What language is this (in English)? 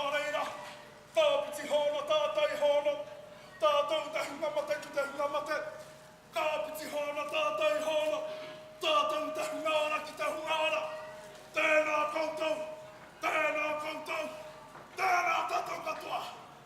Māori